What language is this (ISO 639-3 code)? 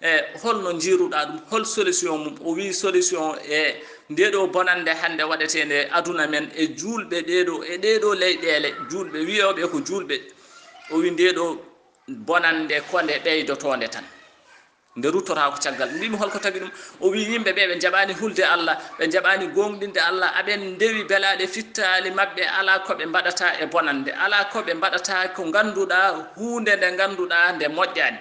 ful